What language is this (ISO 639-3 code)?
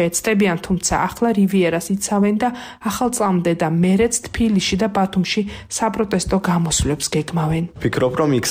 kat